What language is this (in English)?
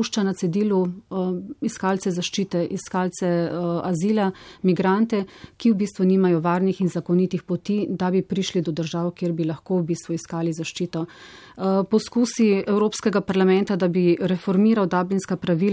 Slovenian